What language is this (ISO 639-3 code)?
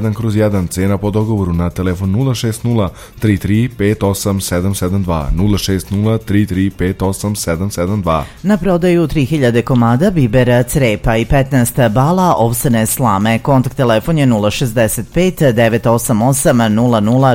srp